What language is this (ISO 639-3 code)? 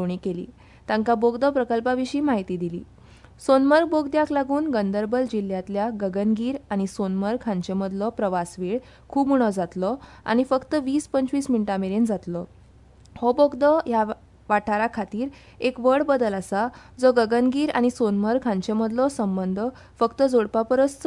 kok